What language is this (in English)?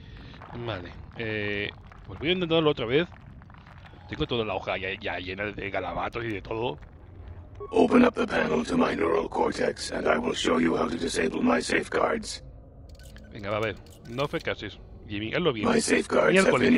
Spanish